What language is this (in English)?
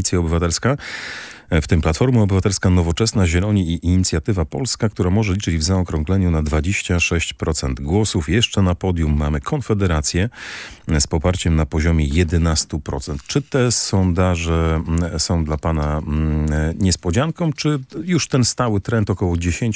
Polish